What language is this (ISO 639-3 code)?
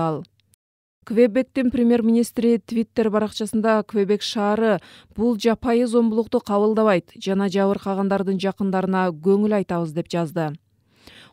kir